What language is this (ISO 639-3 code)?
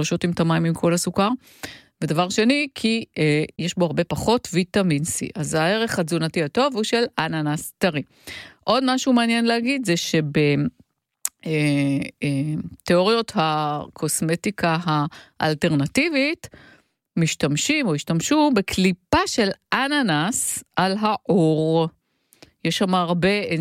heb